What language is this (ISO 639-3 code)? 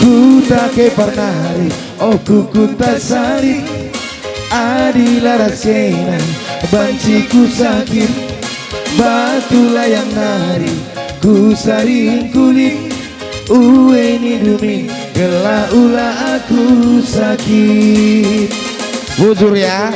btx